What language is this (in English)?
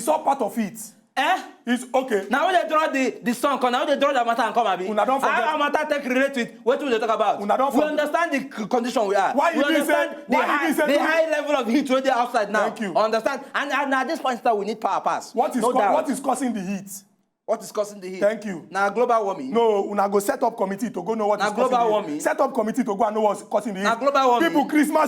Nigerian Pidgin